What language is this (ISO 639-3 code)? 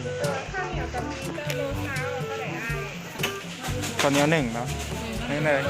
lao